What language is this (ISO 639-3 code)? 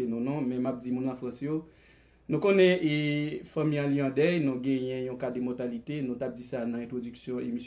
hat